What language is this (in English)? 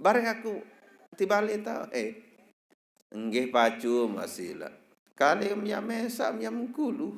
Sasak